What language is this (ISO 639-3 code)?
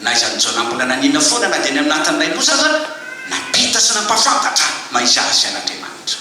mlg